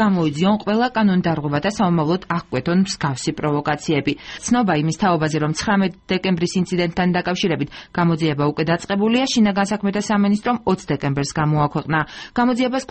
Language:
Georgian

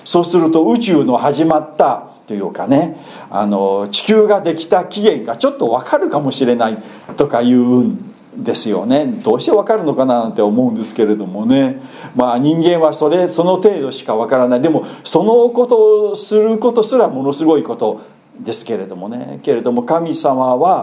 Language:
Japanese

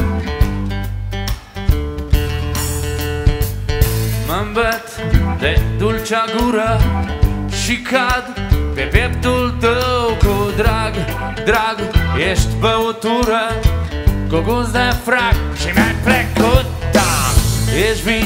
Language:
Romanian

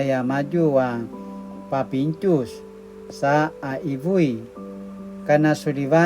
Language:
Paiwan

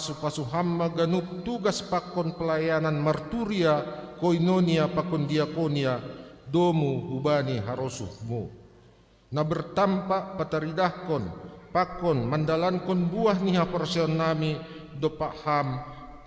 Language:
Batak Simalungun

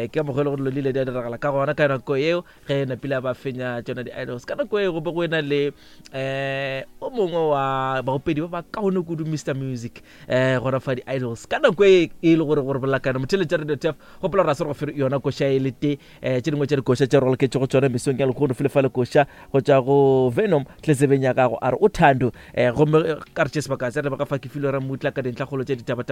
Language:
Northern Sotho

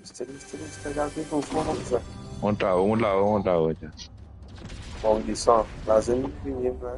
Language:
Morisyen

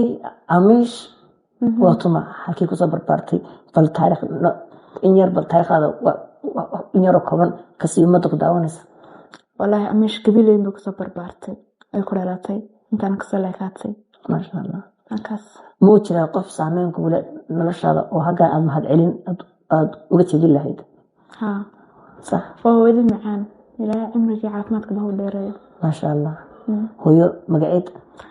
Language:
Somali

